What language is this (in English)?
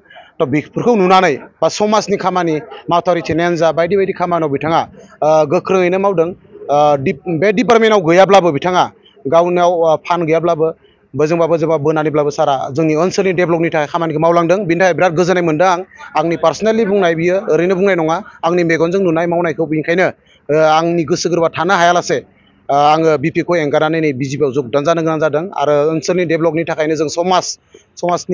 Bodo